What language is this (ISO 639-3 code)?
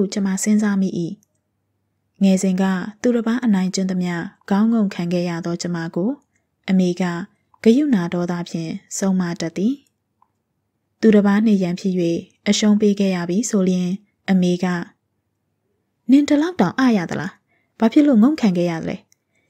mya